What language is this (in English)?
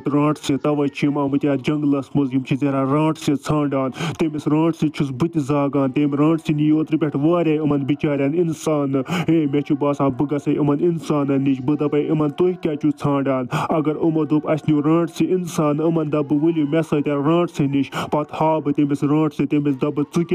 Kashmiri